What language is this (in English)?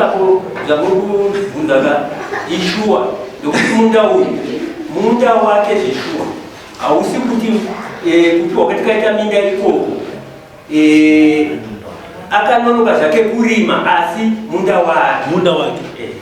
Shona